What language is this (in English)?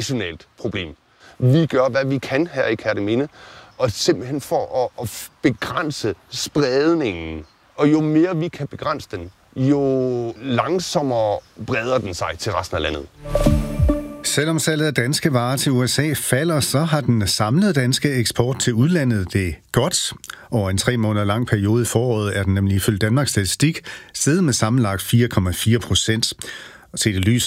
Danish